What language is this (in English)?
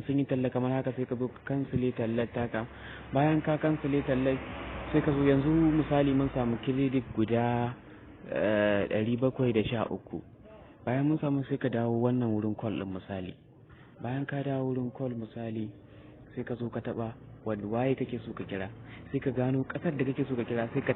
Hausa